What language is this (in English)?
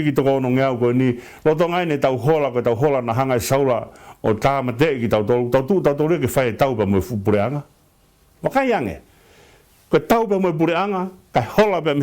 Tongan